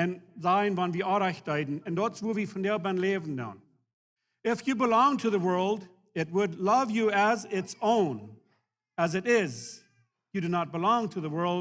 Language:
Plautdietsch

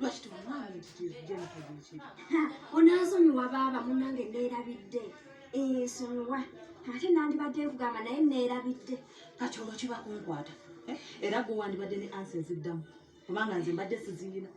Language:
Ganda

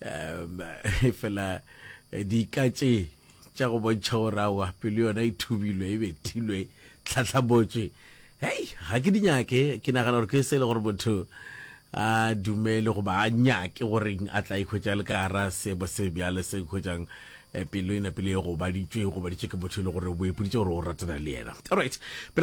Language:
Northern Sotho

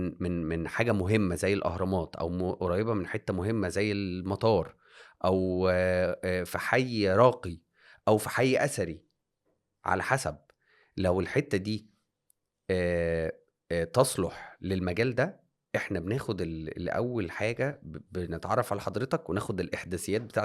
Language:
Egyptian Arabic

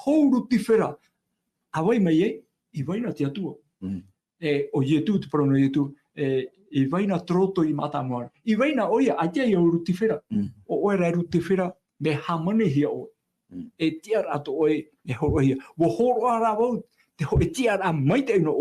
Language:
Tahitian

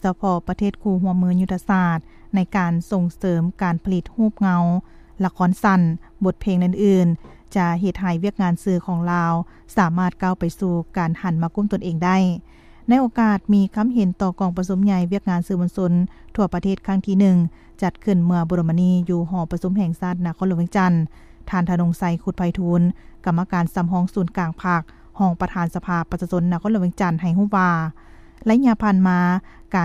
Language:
Lao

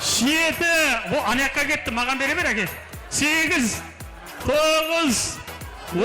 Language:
Kara-Kalpak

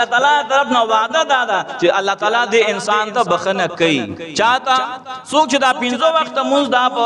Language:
Pashto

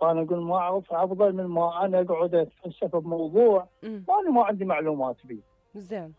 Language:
Mesopotamian Arabic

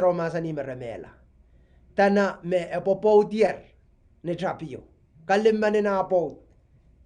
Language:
Pohnpeian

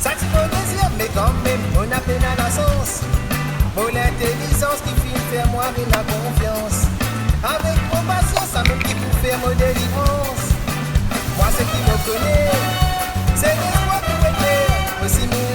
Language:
Réunion Creole French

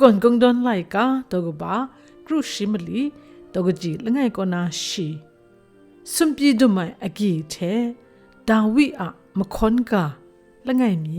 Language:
Kachin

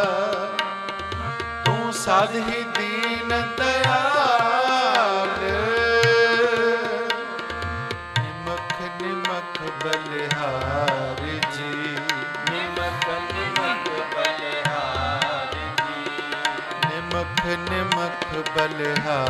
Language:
Punjabi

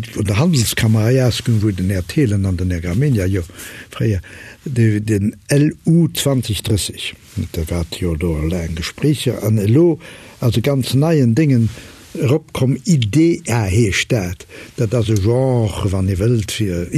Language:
Luxembourgish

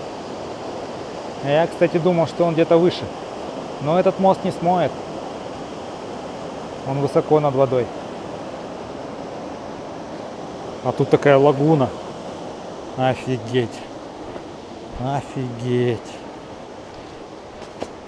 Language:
Russian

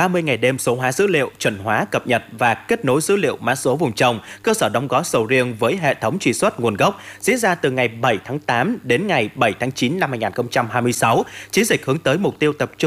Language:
Vietnamese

